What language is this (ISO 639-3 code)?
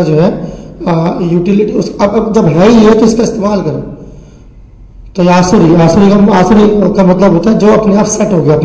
hin